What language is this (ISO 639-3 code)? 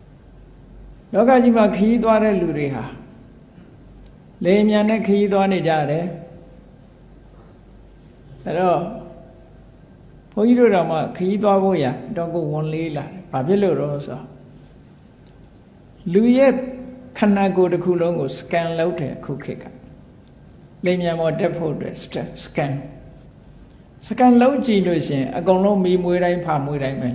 mya